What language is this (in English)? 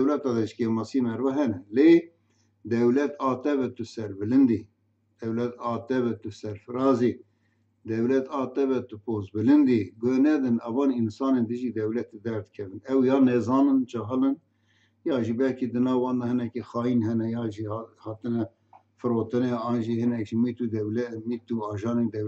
Kurdish